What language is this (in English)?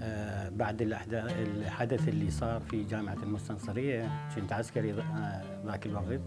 Mesopotamian Arabic